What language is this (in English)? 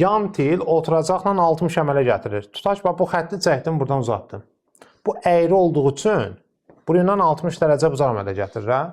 Azerbaijani